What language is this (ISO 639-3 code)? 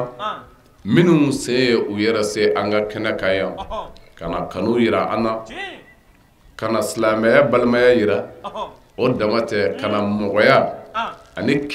bam